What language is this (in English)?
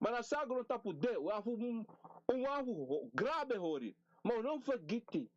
Sranan Tongo